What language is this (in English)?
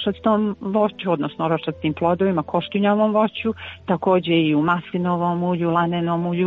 Croatian